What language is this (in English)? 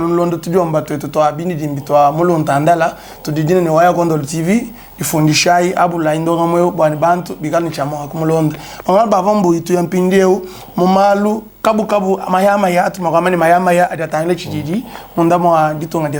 Luba-Lulua